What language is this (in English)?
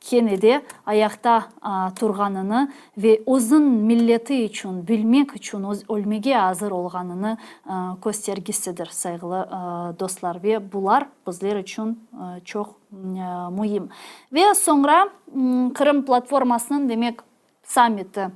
Crimean Tatar